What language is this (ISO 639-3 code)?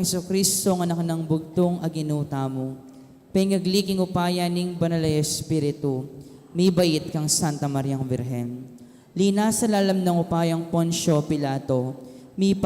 pam